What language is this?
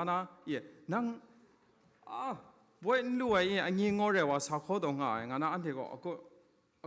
Kachin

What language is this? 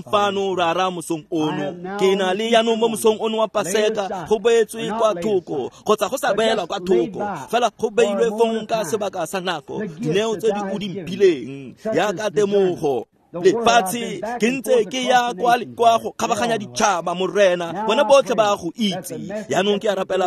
Tswana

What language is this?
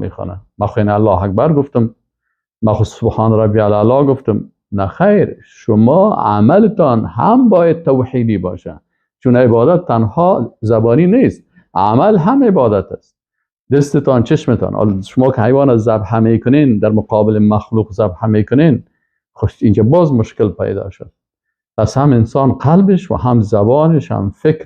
Persian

